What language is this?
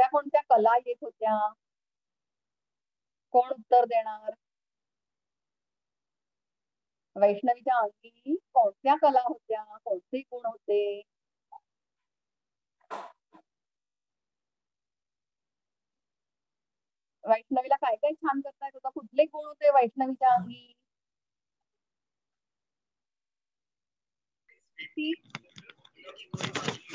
Marathi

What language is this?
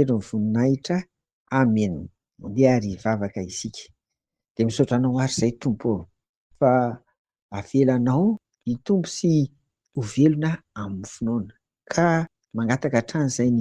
Malagasy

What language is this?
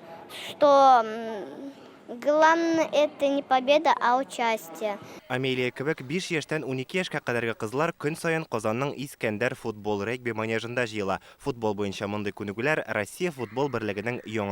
Tatar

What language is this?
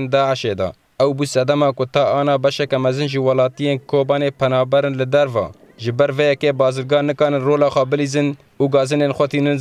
Kurdish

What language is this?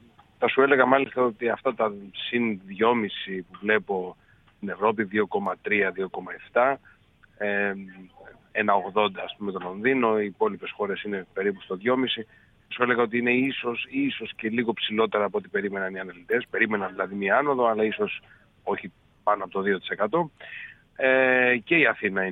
Greek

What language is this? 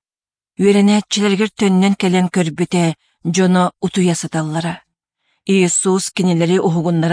Yakut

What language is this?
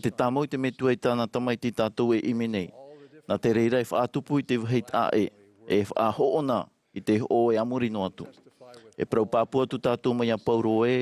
Tahitian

